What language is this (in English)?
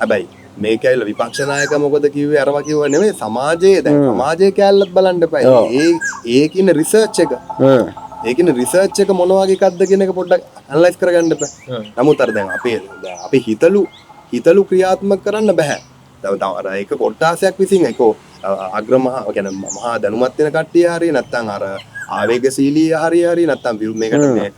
Sinhala